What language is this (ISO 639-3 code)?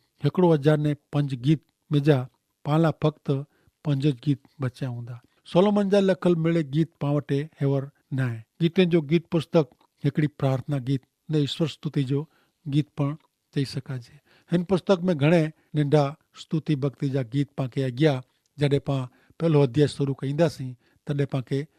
kfr